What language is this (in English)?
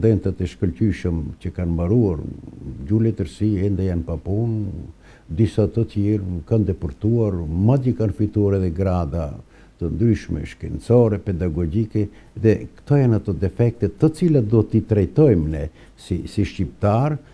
Albanian